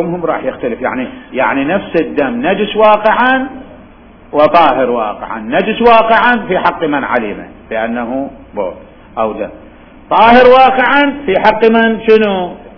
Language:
Mesopotamian Arabic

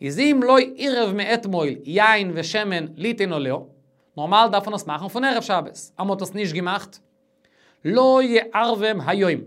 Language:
Yiddish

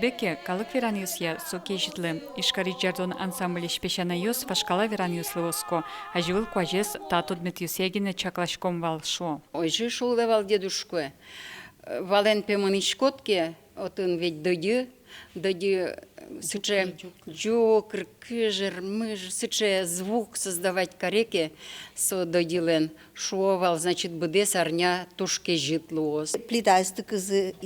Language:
Udmurt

